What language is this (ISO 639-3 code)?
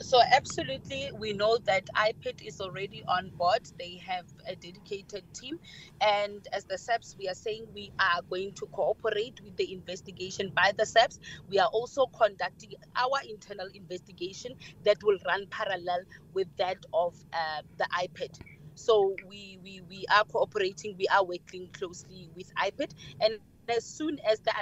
eng